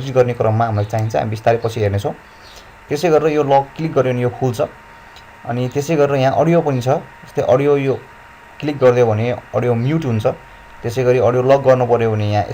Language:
Nepali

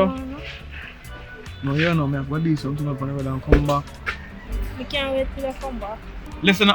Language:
Jamaican Creole English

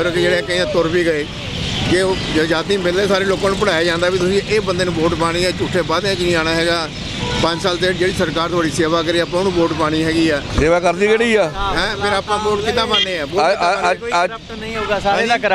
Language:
Punjabi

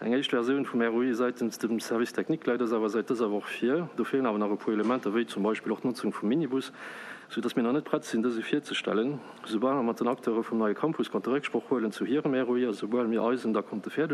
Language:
Luxembourgish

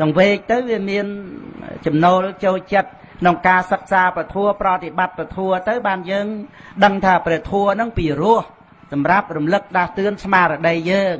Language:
Khmer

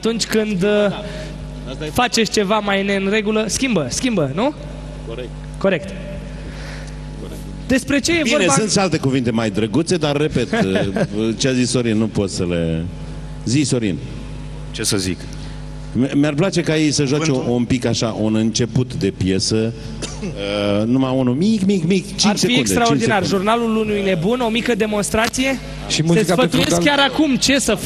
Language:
Romanian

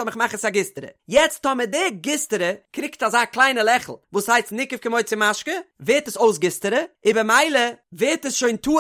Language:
Yiddish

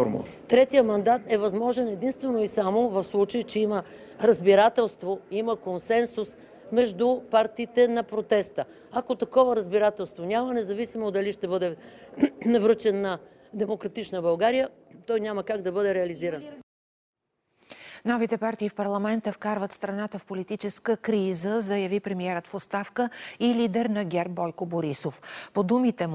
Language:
Bulgarian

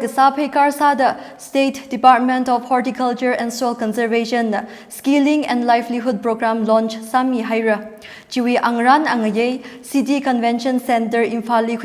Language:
Tangkhul Naga (India)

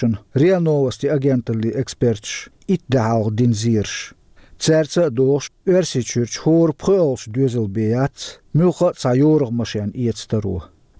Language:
Chechen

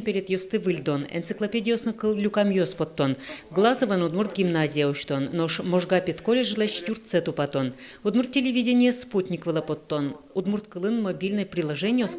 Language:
Udmurt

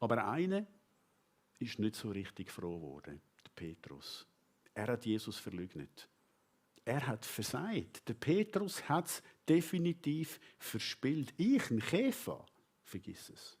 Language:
Swiss German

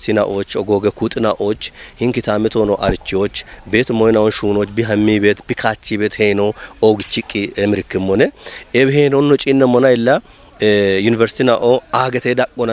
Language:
Kafa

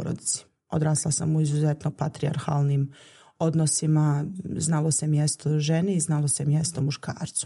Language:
Bosnian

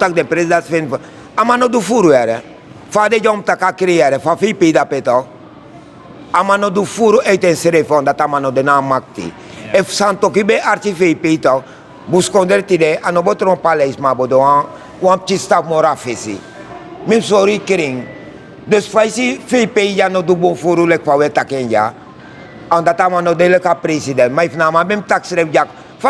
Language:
Sranan Tongo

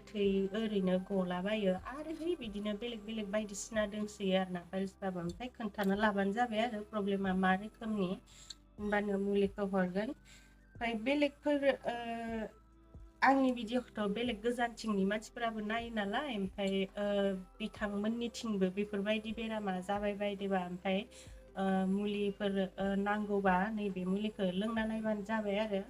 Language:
Bodo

